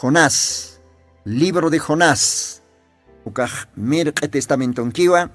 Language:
Aymara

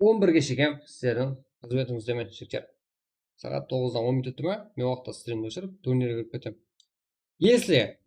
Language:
Kara-Kalpak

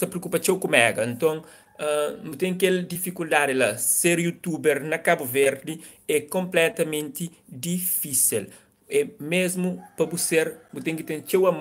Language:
Kabuverdianu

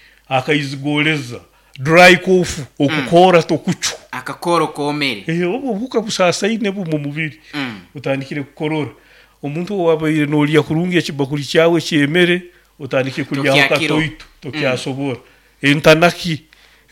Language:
Nyoro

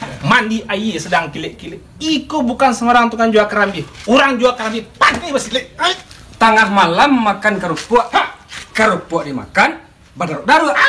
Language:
Minangkabau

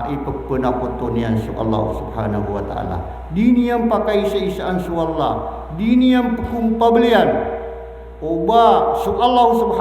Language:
Maranao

